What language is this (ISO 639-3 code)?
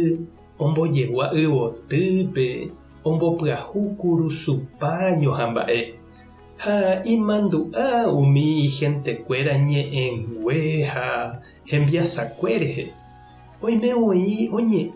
grn